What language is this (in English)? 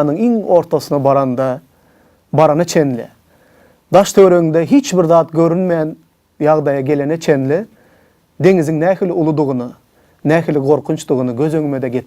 Turkmen